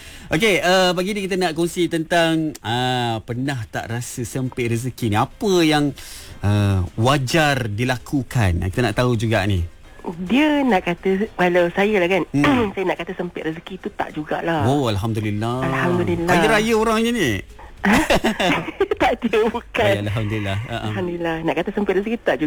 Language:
Malay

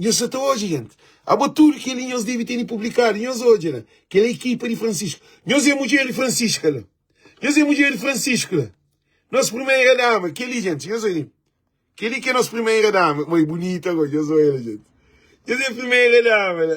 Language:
Kabuverdianu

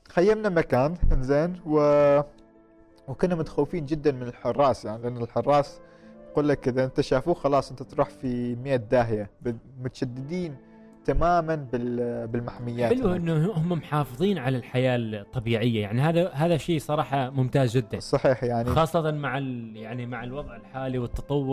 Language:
Gulf Arabic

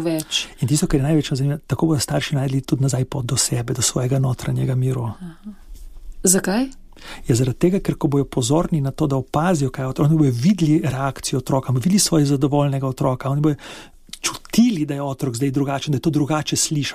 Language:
Slovenian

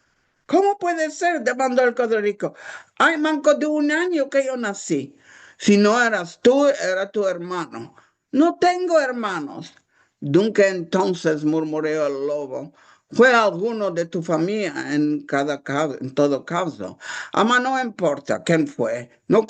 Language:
Ladino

